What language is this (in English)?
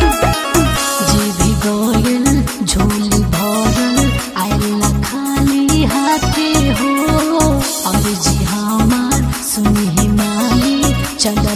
Bhojpuri